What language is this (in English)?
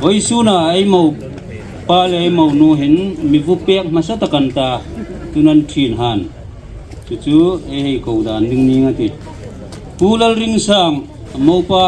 Hmar